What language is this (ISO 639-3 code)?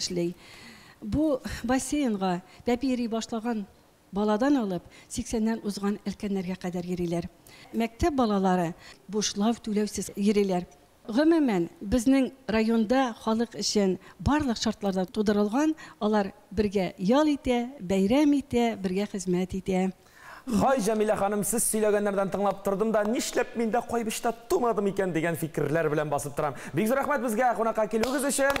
tat